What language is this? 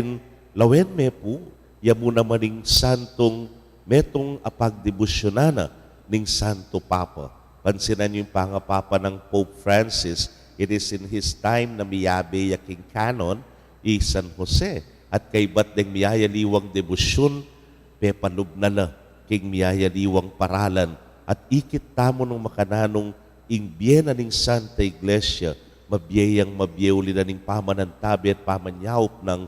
Pampanga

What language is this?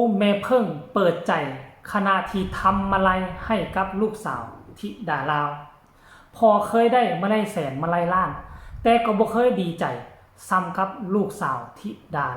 Northeastern Thai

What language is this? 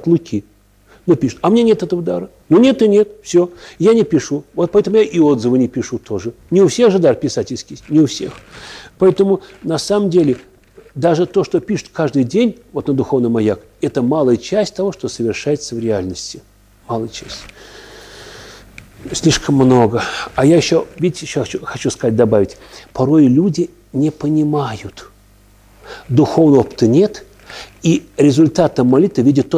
Russian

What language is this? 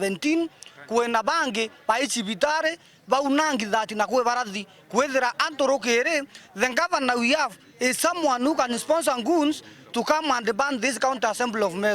Meru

